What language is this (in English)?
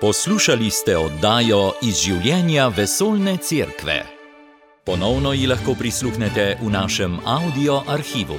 Slovenian